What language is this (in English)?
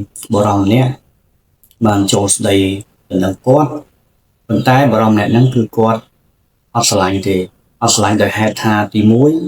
Khmer